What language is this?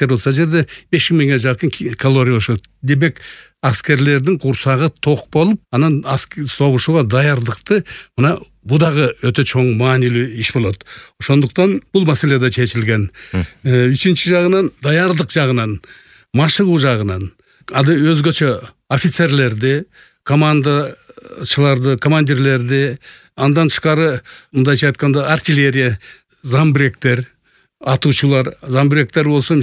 Kyrgyz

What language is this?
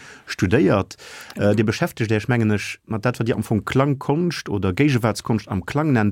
Luxembourgish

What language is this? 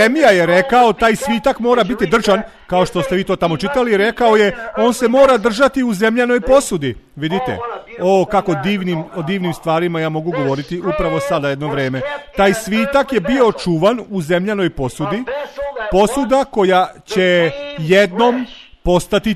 Serbian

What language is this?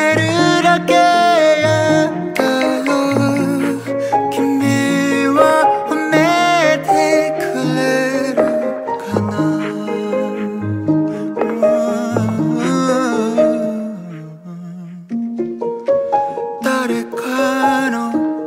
Japanese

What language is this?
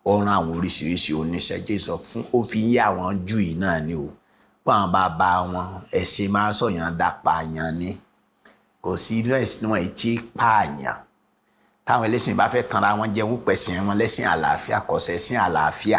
Yoruba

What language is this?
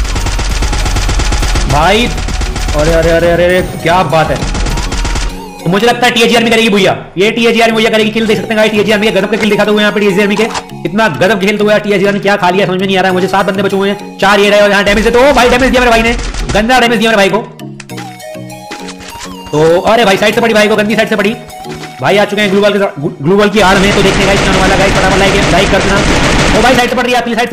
Hindi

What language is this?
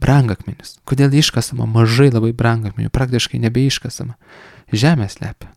Lithuanian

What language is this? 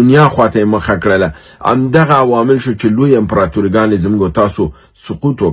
Pashto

